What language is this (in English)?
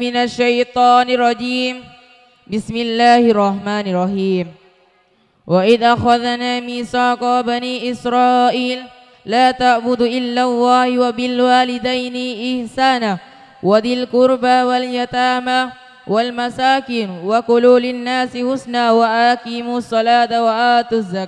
Madurese